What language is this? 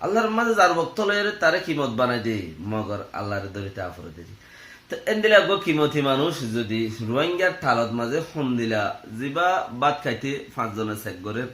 Rohingya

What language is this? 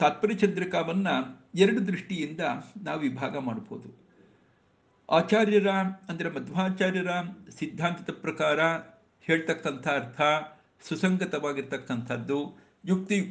Kannada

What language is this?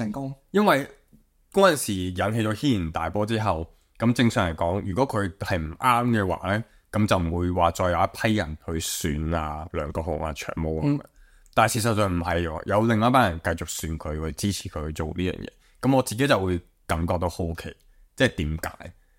Cantonese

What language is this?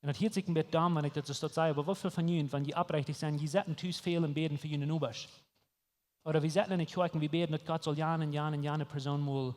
Plautdietsch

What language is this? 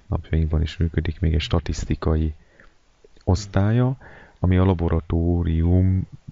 Hungarian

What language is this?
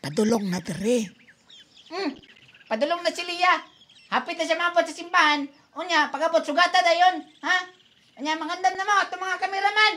Cebuano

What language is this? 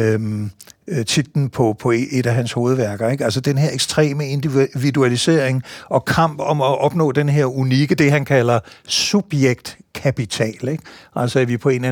Danish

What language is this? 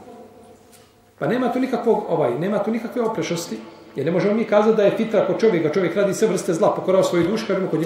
Bosnian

